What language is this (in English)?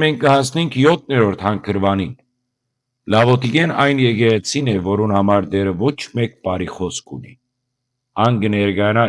Western Armenian